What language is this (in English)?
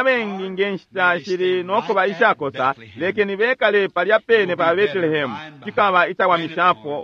Bemba